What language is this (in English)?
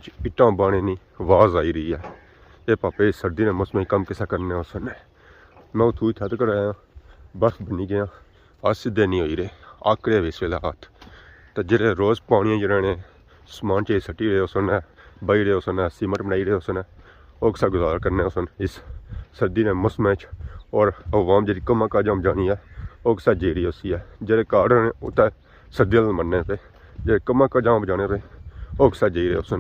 Pahari-Potwari